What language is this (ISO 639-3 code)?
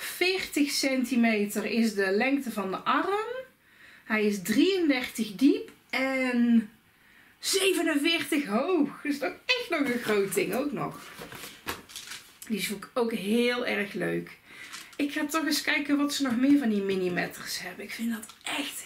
nld